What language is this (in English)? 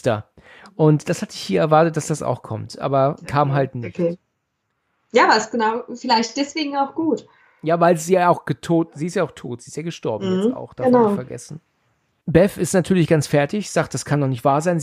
German